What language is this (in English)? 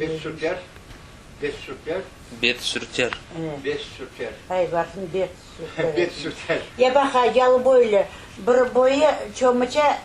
Crimean Tatar